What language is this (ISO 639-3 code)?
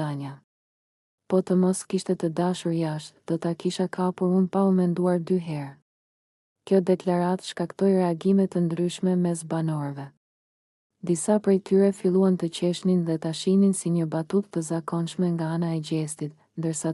sqi